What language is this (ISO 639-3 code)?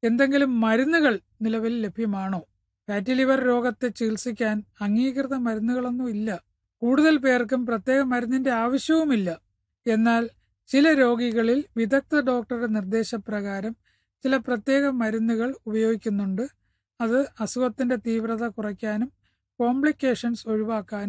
mal